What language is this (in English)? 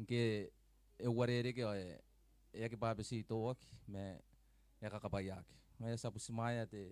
Gilbertese